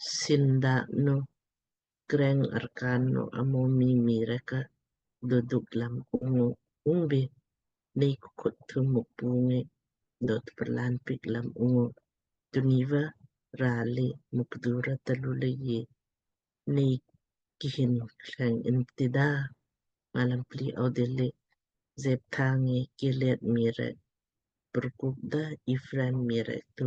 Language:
Lamkang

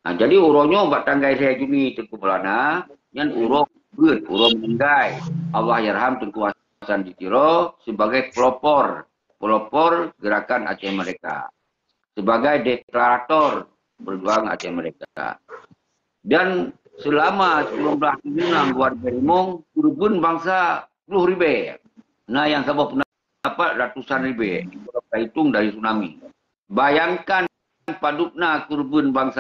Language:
Achinese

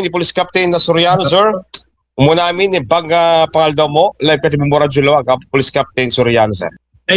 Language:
Iloko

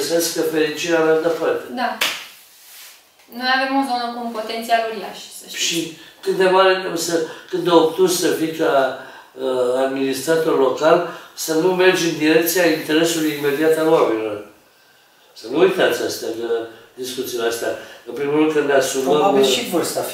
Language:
Romanian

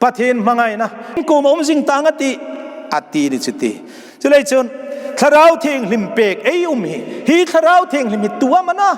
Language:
Hmar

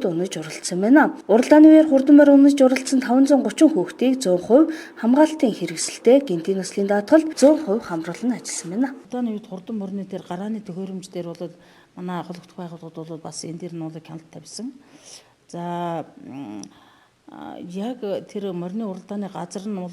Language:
Mongolian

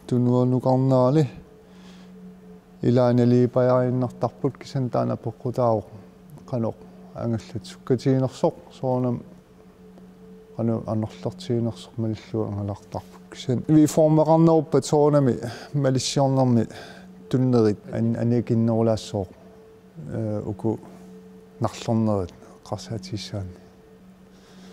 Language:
Kalaallisut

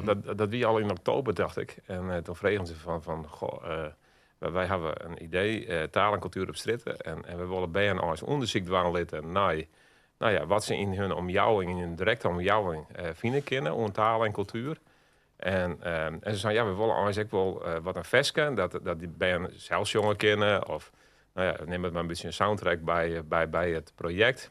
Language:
Western Frisian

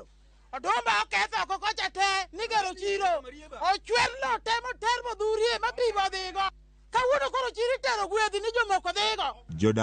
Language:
Luo (Kenya and Tanzania)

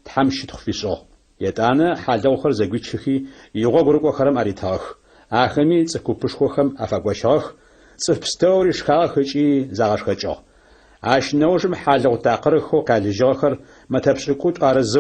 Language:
Adyghe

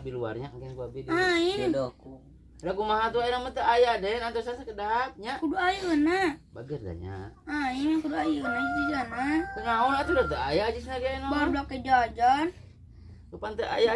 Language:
Sundanese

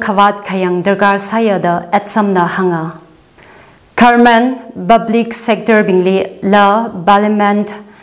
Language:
Tangkhul Naga (India)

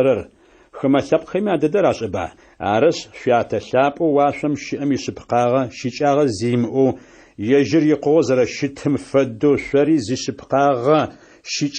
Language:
Adyghe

